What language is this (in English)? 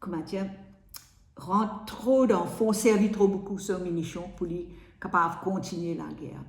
Morisyen